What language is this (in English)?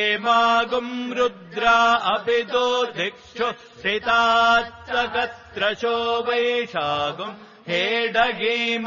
Sanskrit